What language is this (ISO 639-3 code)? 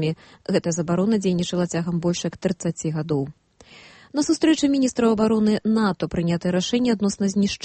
bel